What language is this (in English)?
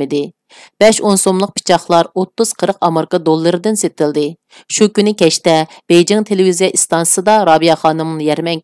Uyghur